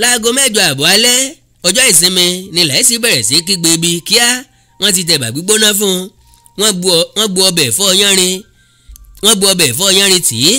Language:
Yoruba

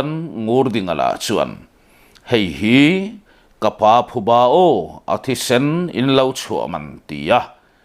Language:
Mizo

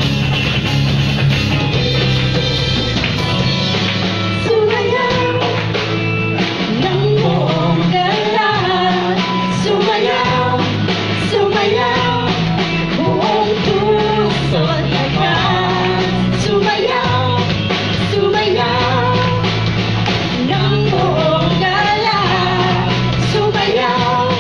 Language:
Filipino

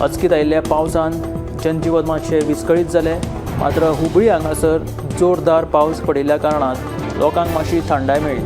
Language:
Konkani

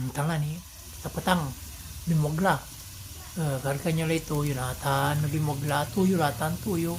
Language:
Pangasinan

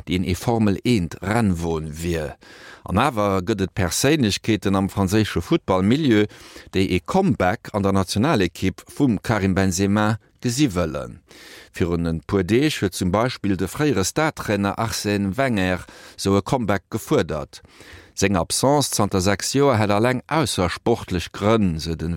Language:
Luxembourgish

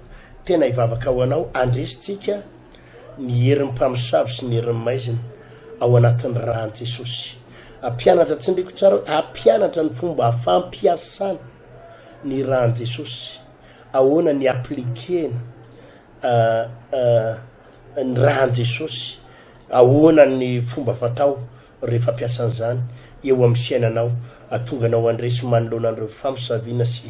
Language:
Malagasy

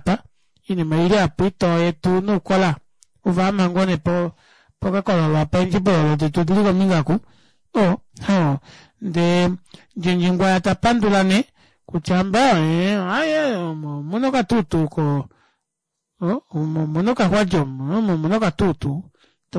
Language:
Kuanyama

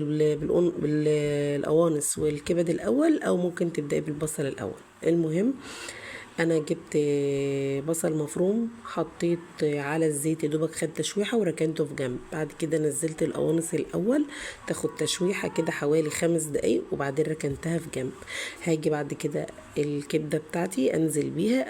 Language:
Egyptian Arabic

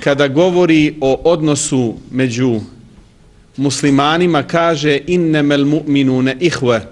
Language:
Bosnian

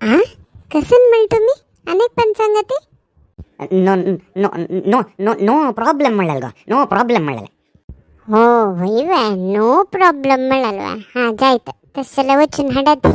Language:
Konkani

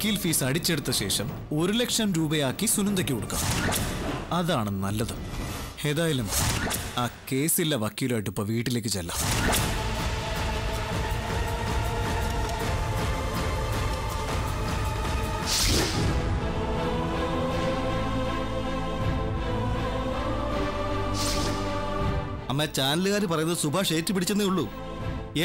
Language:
Malayalam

